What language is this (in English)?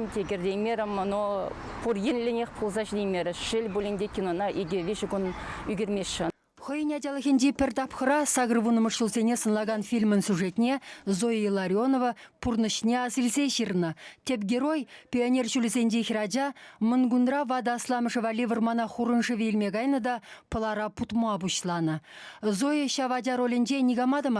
Chuvash